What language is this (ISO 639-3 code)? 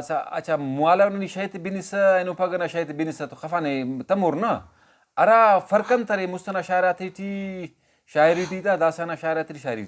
brh